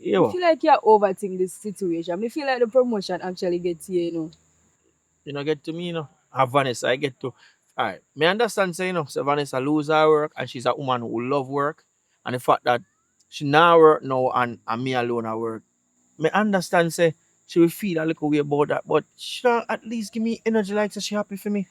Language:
Jamaican Creole English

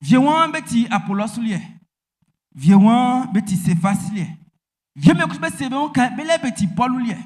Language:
Baoulé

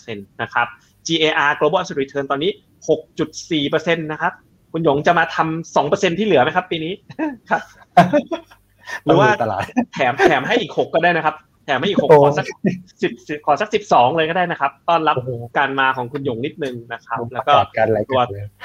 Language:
Thai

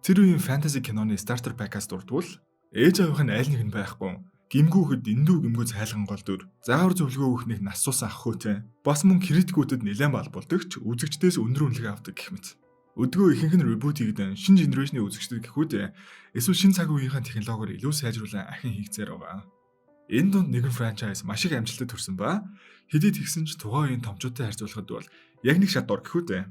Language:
Mongolian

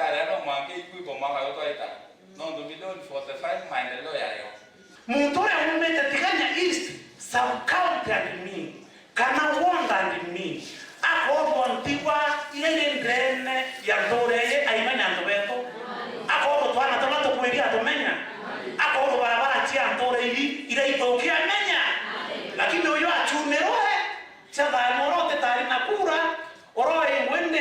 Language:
Meru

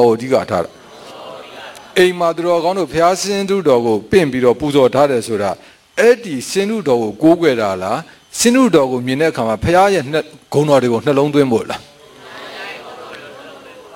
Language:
Burmese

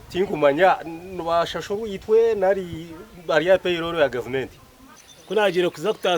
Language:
Nyankole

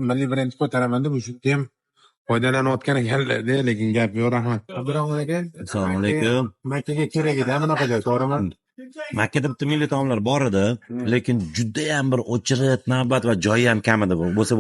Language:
Uzbek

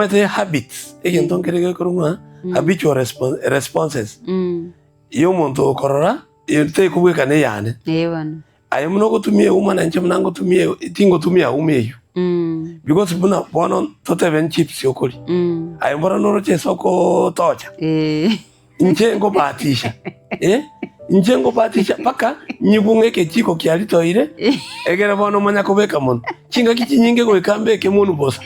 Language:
Gusii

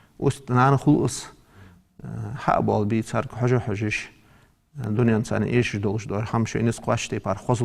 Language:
Ingush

